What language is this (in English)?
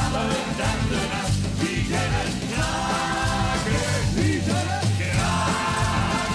Limburgish